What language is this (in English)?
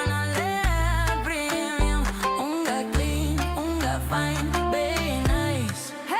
Meru